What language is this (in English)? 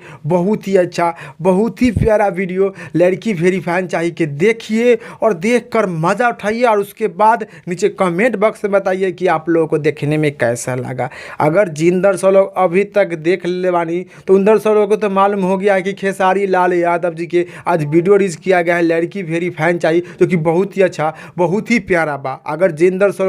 Bhojpuri